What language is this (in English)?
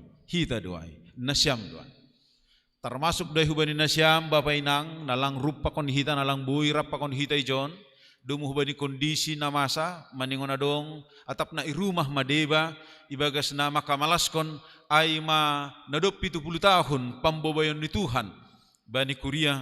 Batak Simalungun